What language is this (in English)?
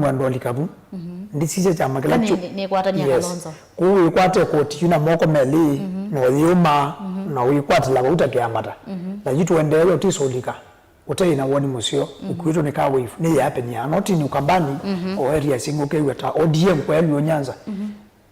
Kamba